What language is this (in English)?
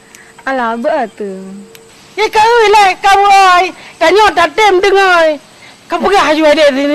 Achinese